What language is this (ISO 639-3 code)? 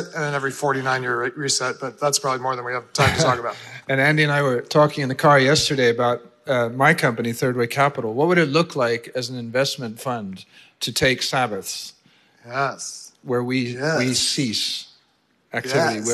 eng